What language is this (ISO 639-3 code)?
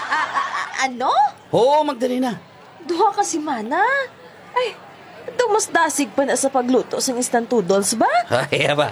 hil